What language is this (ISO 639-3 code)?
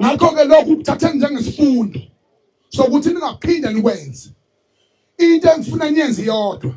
zul